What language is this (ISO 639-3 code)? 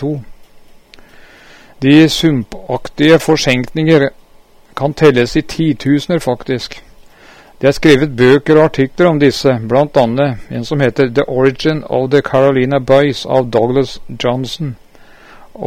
nor